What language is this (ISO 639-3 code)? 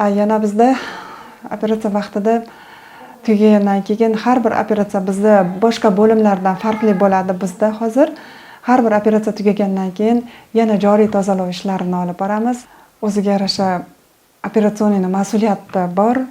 uzb